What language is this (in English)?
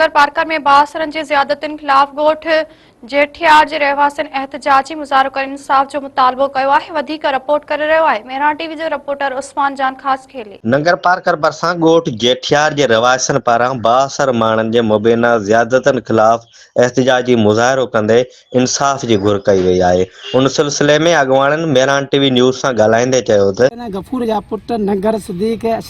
Sindhi